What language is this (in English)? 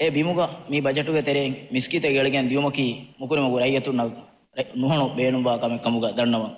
Divehi